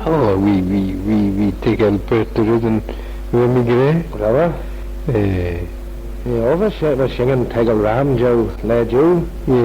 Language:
Manx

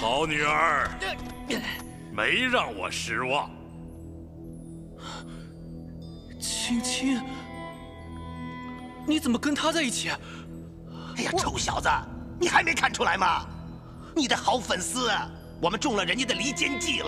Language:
Chinese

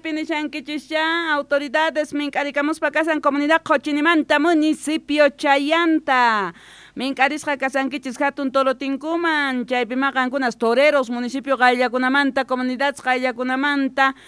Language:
South Bolivian Quechua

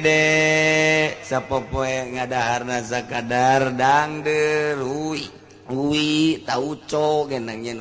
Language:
Sundanese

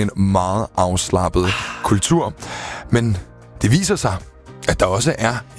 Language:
Danish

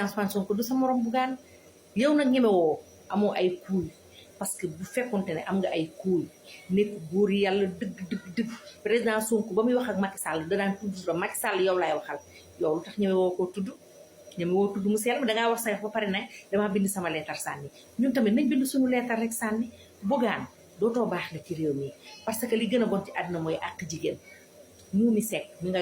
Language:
Wolof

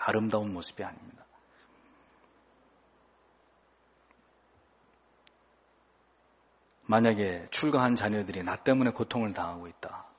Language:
Korean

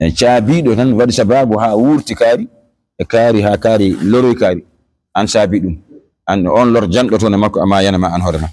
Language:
Fula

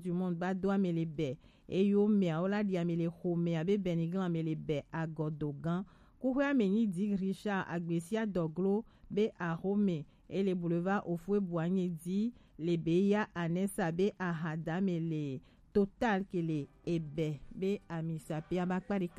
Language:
Gen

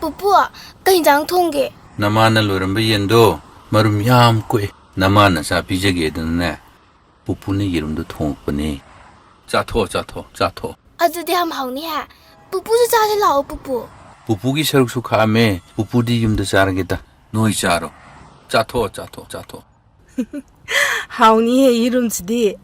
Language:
Manipuri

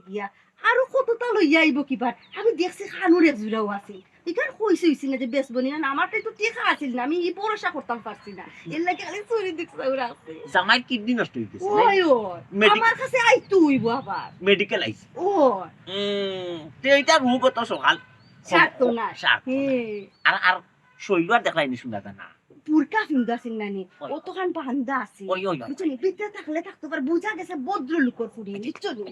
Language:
Sylheti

